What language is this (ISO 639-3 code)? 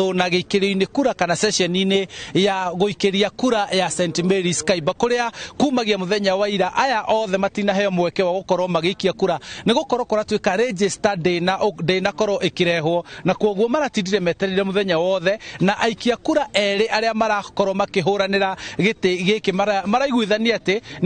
kik